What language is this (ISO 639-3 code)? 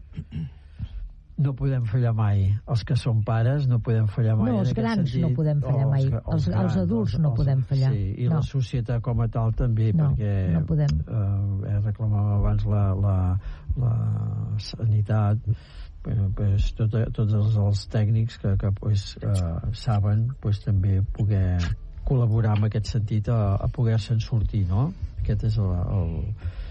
cat